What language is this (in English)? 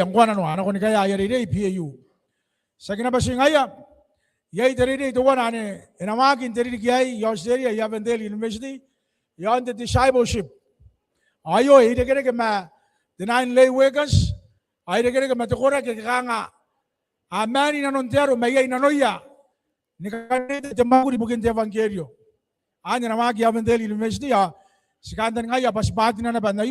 Gilbertese